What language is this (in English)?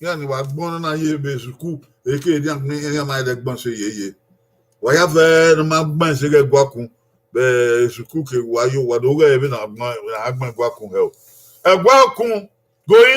Bini